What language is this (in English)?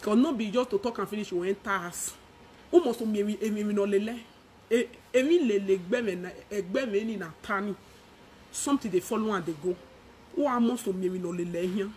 Nigerian Pidgin